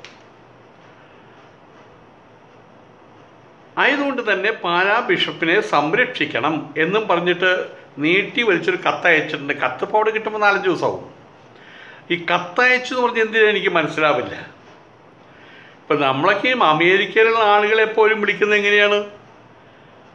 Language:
Malayalam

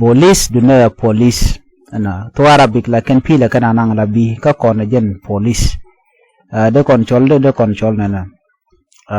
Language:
Nuer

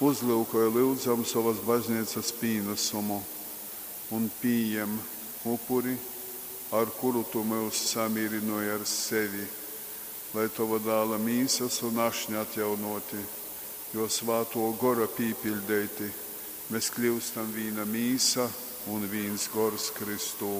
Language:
Latgalian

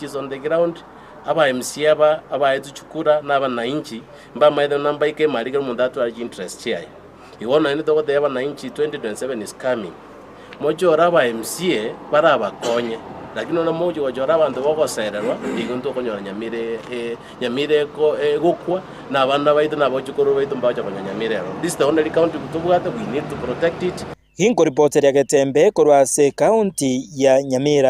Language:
Gusii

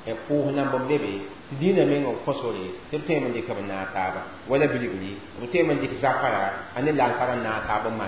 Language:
Mossi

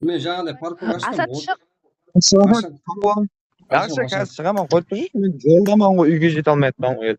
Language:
Kara-Kalpak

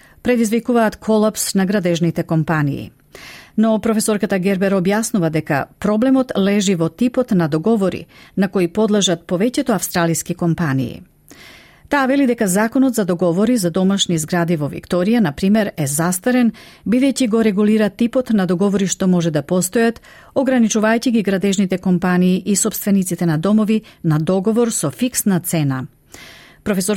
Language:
Macedonian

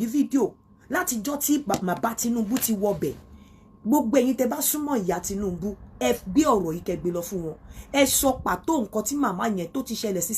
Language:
Yoruba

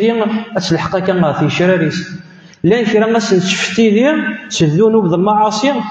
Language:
Kabyle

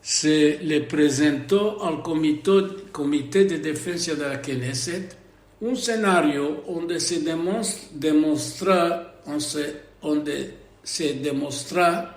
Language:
Ladino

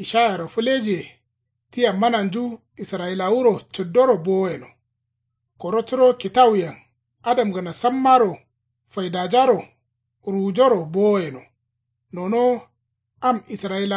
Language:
Kanuri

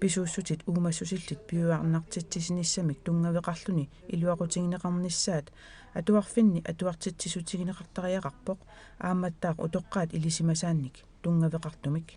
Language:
Kalaallisut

